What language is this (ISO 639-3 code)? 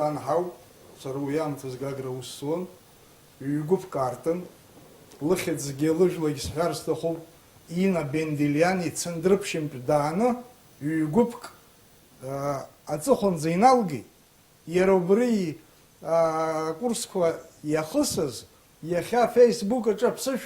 abk